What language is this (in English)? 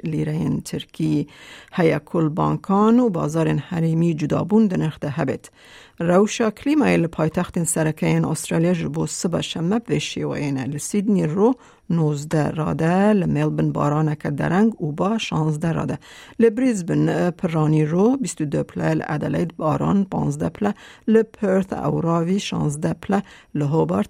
Kurdish